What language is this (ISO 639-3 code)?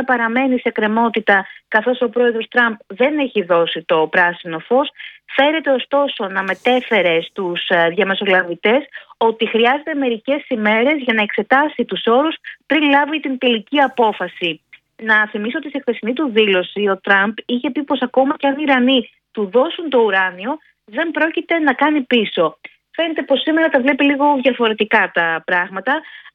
ell